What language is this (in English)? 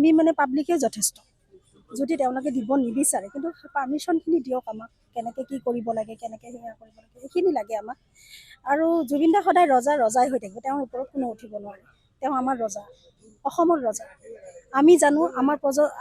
Assamese